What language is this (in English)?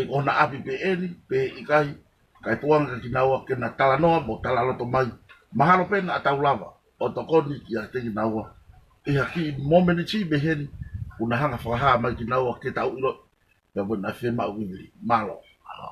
Tongan